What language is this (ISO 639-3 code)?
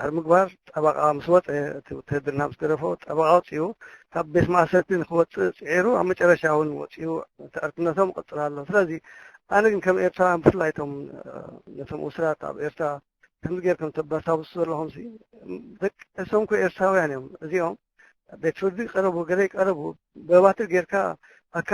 tir